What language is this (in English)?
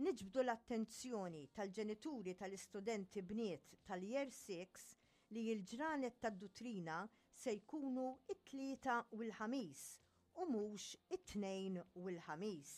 Maltese